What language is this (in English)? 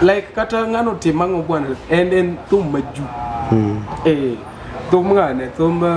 Luo (Kenya and Tanzania)